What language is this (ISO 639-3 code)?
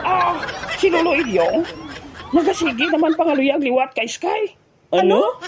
hil